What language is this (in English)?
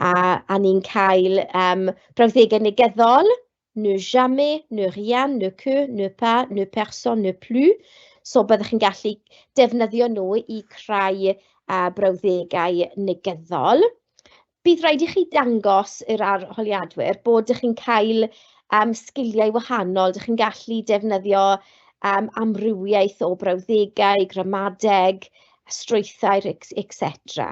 Welsh